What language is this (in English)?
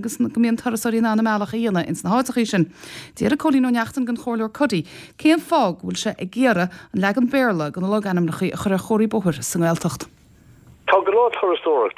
Irish